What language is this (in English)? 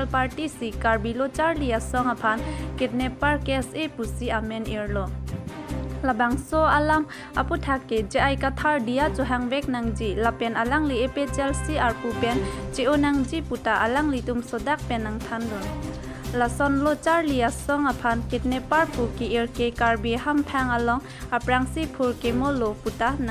Karbi